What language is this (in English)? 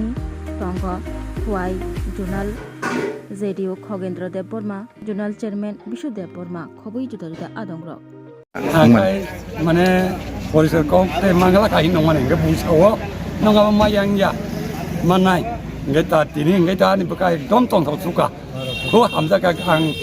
Kok Borok